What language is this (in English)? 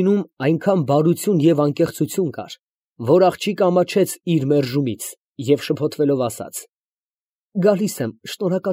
Armenian